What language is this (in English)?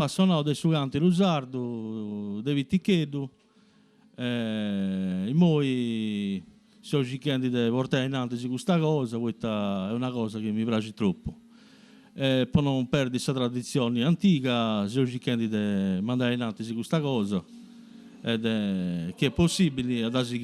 Sardinian